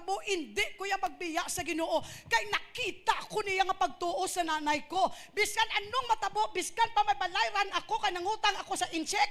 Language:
Hiligaynon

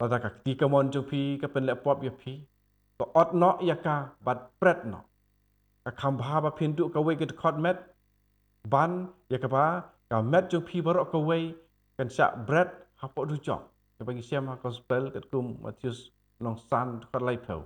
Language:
Khasi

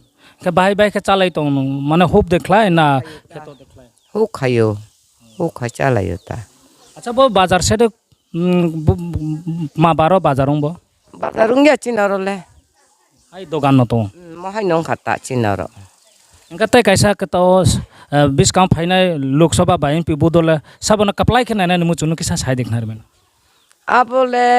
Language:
Riang (India)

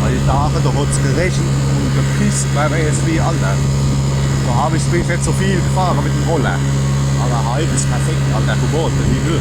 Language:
Palatine German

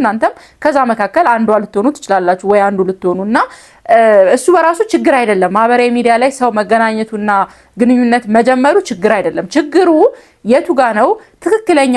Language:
Amharic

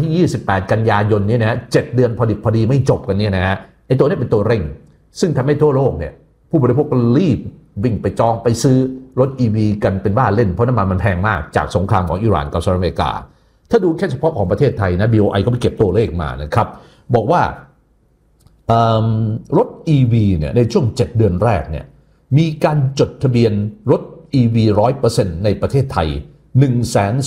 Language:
Thai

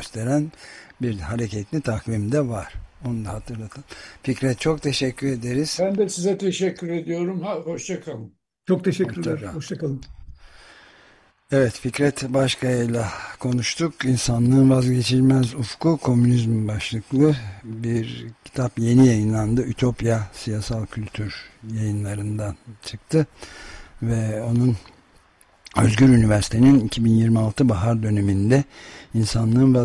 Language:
Turkish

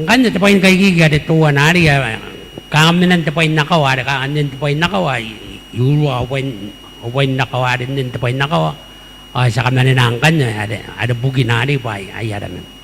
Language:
Gilbertese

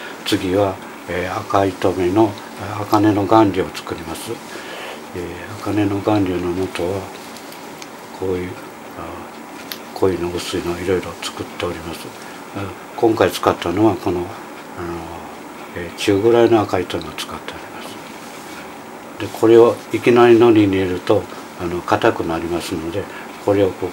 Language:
Japanese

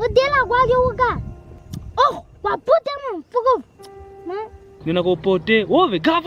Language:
Kwangali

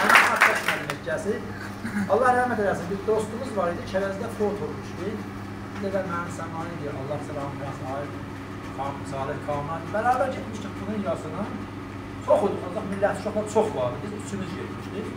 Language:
South Azerbaijani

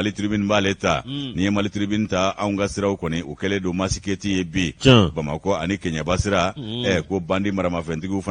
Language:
Bambara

